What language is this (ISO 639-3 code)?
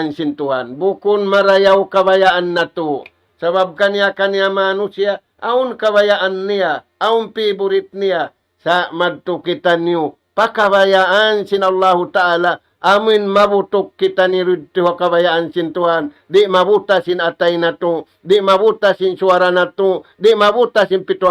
tsg